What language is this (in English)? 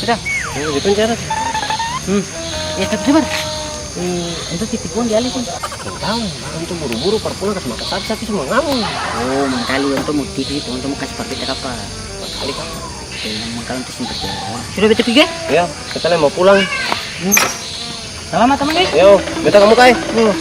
Ambonese Malay